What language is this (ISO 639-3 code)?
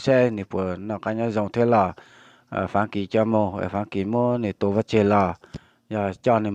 hmn